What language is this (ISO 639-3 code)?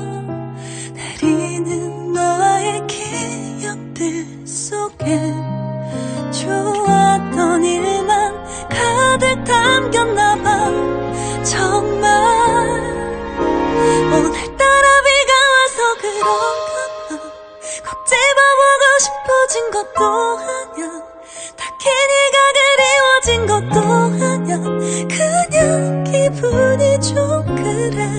kor